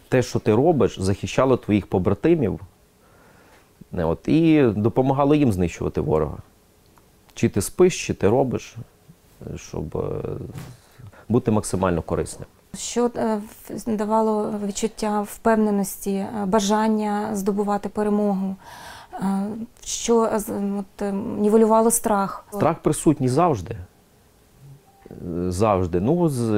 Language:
Ukrainian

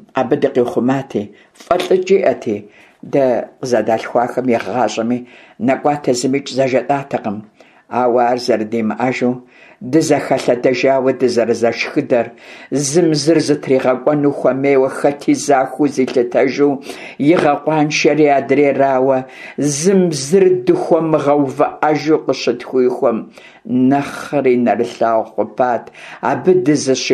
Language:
Kabardian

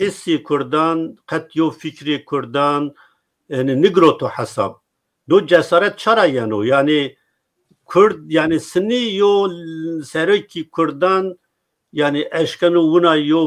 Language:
Zaza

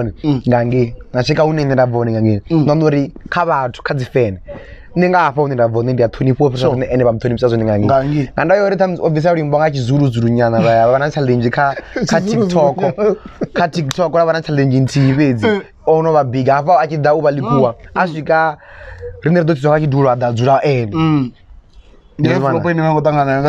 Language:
Venda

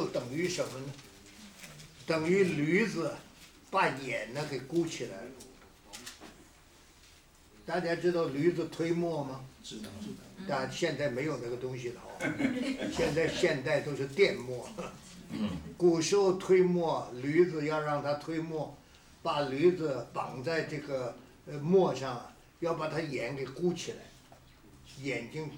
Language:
Chinese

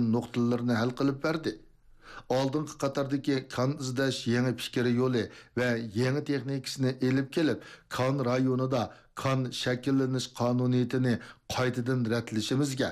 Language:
Uyghur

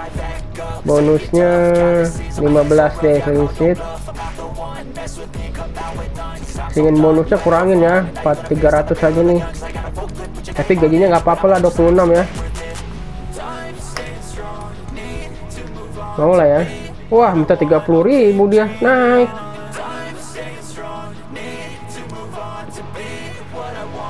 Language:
Indonesian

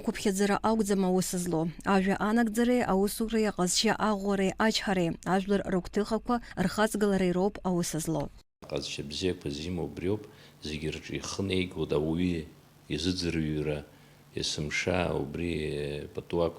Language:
Abkhazian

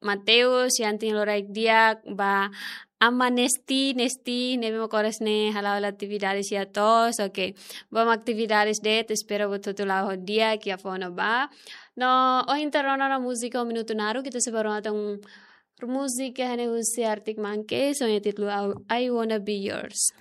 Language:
Tetum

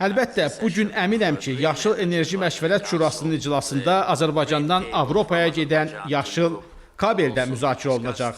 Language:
Azerbaijani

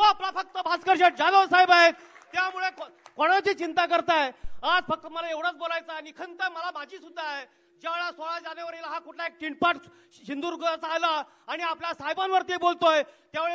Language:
Marathi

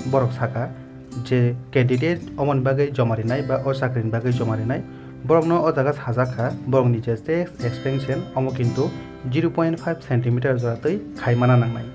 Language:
Kok Borok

